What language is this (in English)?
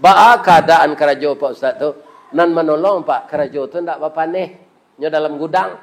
Minangkabau